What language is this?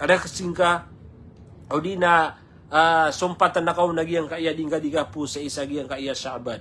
Maranao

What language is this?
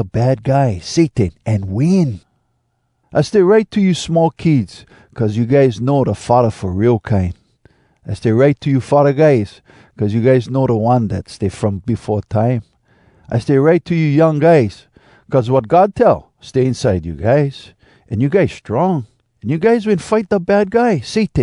Hawai'i Creole English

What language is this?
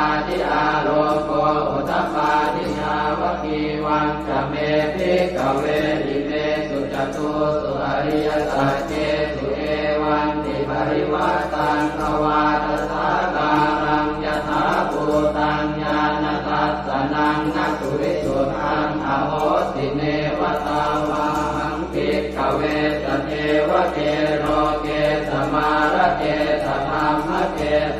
Pali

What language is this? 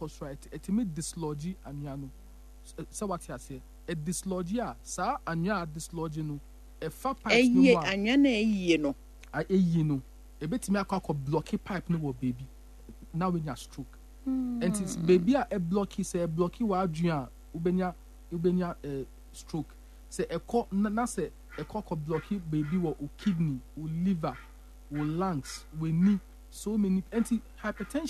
Akan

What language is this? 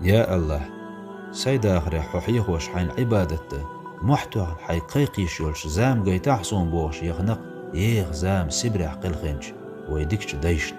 Chechen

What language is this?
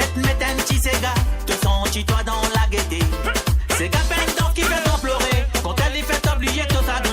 Morisyen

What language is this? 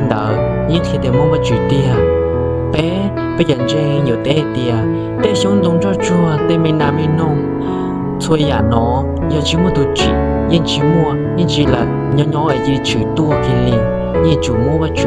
Hmong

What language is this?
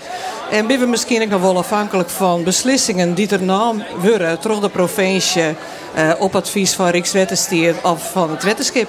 Western Frisian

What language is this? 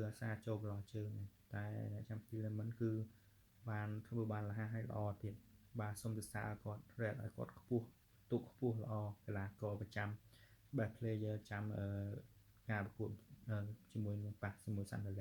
Khmer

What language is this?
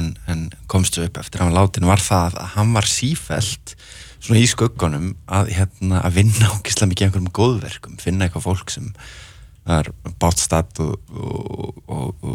Icelandic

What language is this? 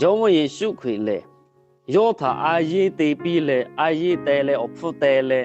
Lahu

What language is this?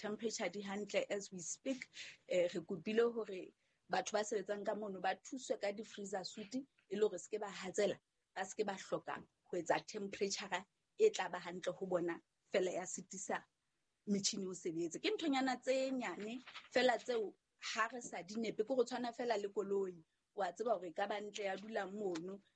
Southern Sotho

